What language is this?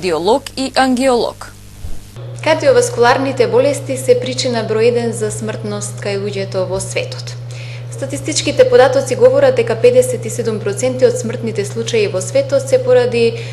Macedonian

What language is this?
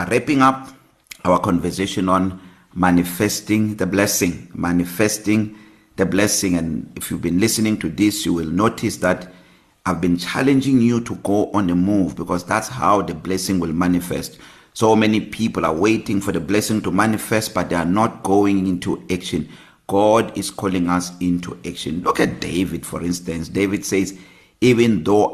English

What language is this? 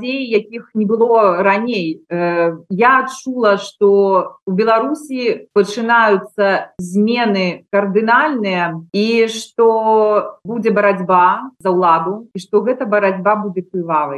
Belarusian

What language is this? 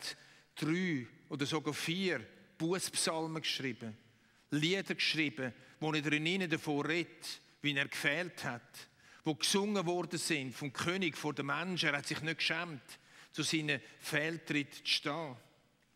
Swiss German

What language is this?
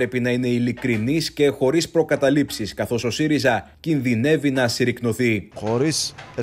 Greek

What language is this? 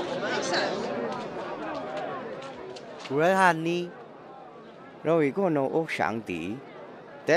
Vietnamese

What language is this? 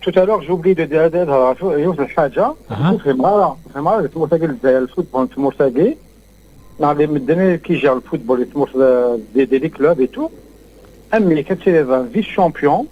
Kabyle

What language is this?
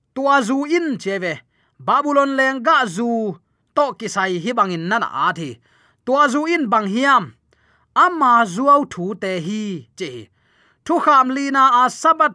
Tedim Chin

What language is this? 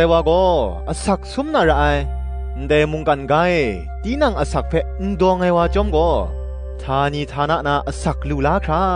Kachin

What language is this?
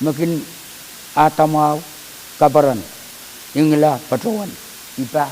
Pohnpeian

